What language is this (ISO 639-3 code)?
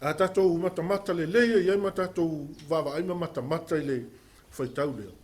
smo